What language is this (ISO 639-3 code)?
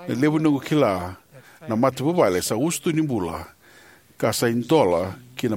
fij